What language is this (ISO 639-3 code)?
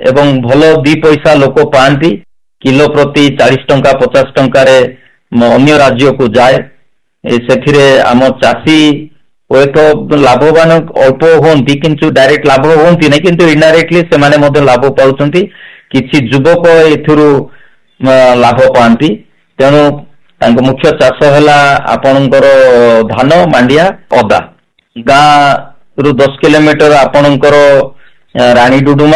ori